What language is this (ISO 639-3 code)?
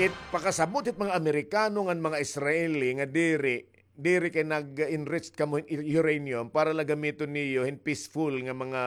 war